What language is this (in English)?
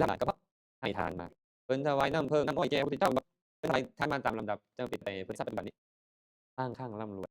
Lao